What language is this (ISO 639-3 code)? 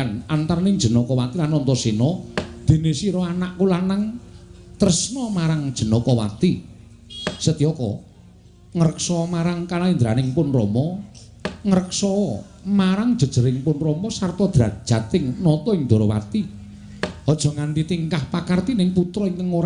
jav